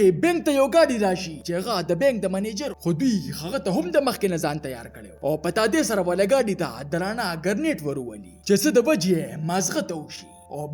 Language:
Pashto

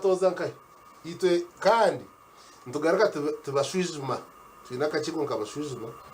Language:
Nyankole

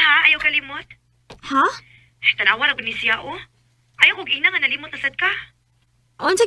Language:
Cebuano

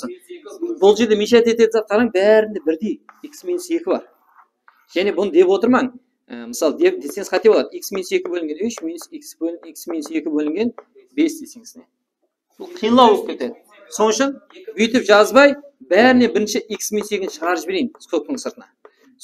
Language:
Kara-Kalpak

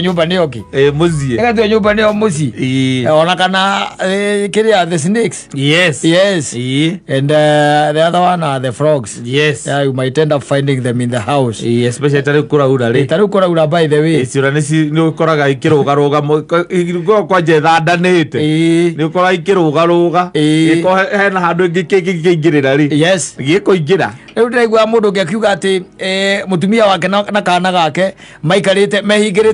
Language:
Kikuyu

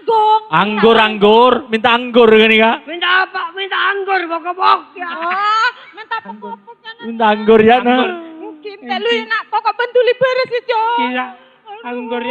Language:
Madurese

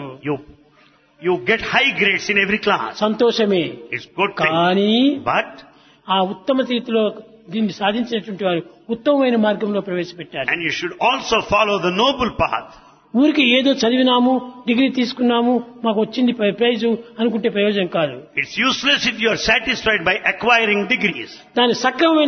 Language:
Telugu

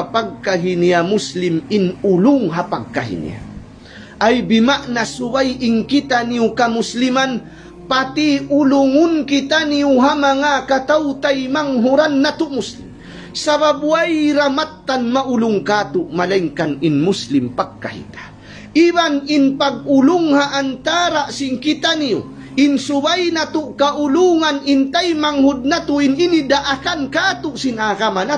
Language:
Tausug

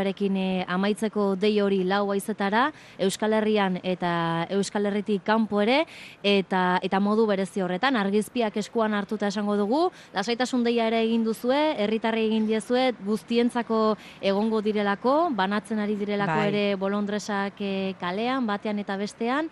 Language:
Basque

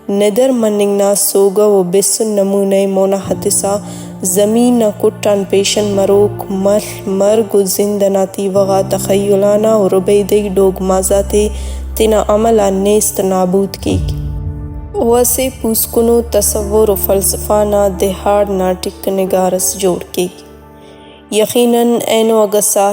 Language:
Brahui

